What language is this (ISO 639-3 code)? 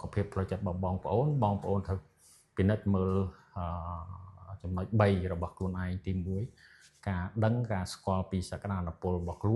khm